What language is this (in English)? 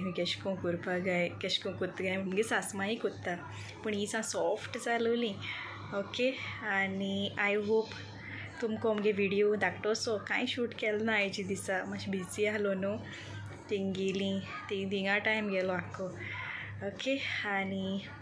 Konkani